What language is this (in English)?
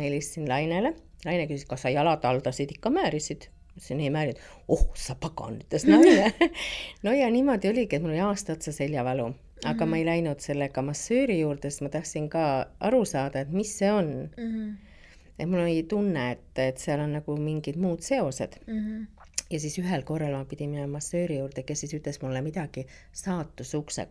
Estonian